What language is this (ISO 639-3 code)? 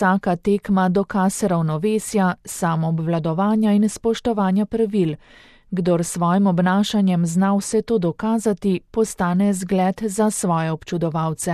slv